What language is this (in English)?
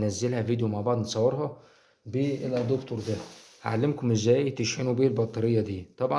Egyptian Arabic